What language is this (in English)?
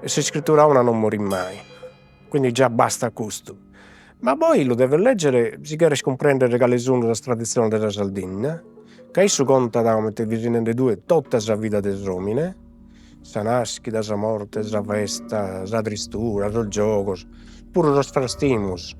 Sardinian